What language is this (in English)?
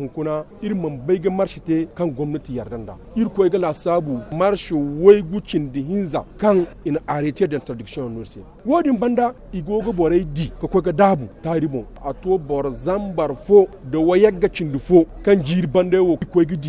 Zarma